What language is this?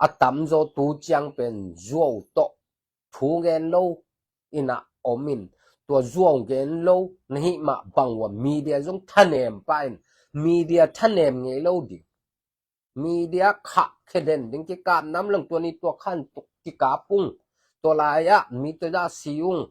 Tedim Chin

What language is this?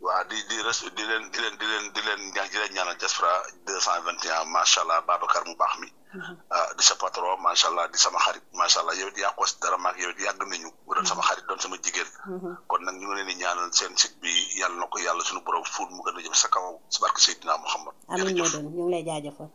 Wolof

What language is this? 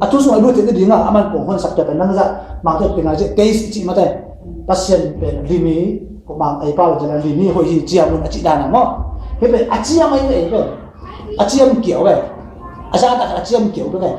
Tedim Chin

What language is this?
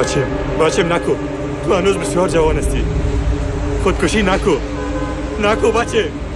Persian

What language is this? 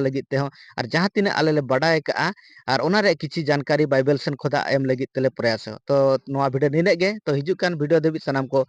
Santali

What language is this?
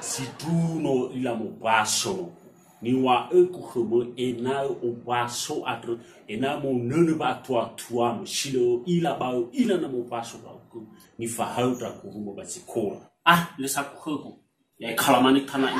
Nias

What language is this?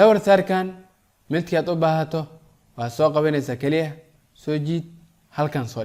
Somali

